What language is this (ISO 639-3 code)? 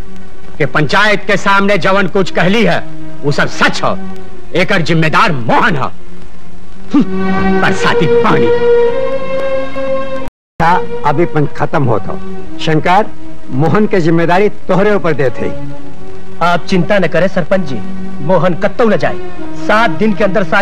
bho